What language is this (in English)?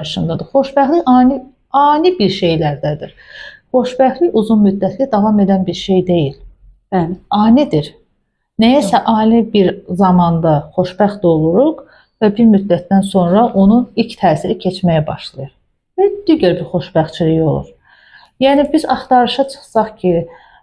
Azerbaijani